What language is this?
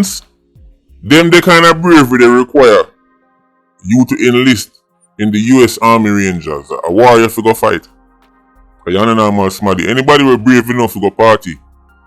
Jamaican Creole English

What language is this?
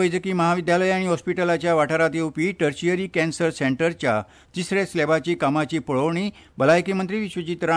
Konkani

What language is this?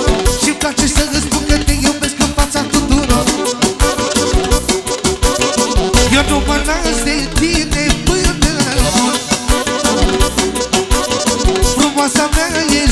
Romanian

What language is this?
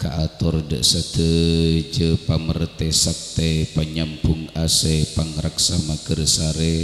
Madurese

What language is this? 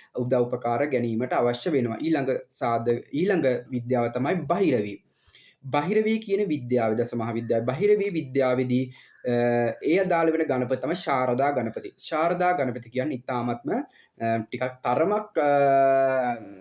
Sinhala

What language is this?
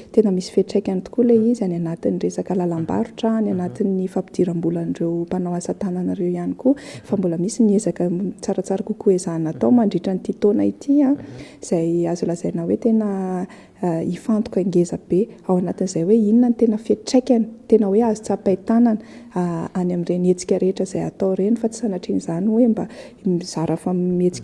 Malagasy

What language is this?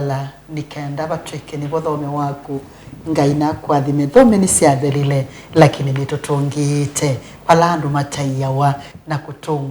Kamba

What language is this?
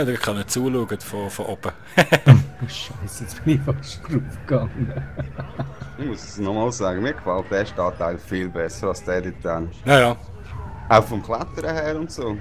Swiss German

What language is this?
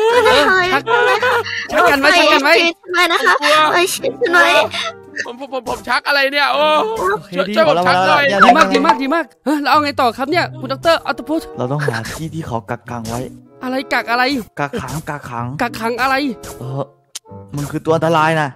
Thai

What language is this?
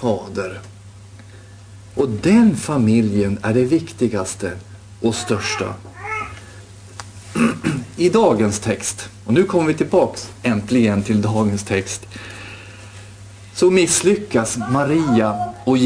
Swedish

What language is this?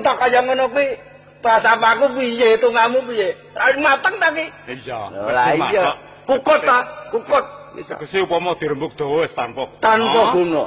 Javanese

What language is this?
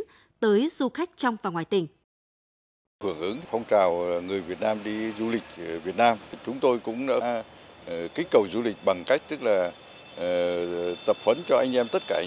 Vietnamese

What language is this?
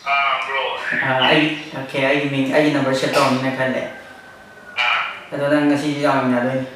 Manipuri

